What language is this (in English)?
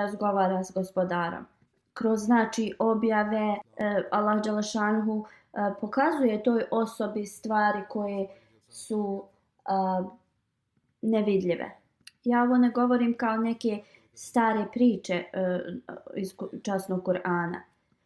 Bosnian